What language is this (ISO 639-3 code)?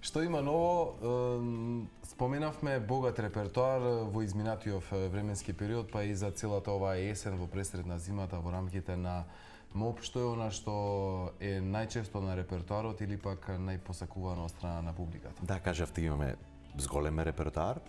mkd